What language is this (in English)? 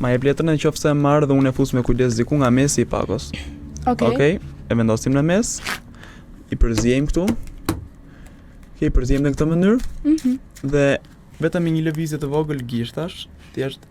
Albanian